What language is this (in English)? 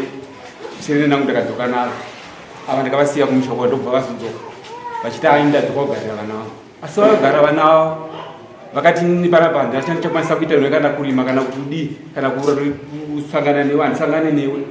Shona